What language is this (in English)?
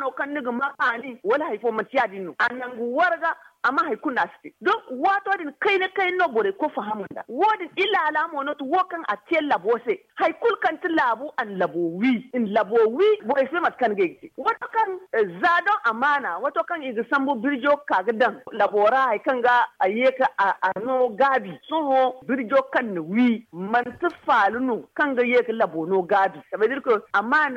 Zarma